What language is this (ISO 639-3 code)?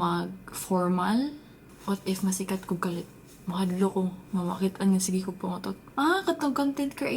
ceb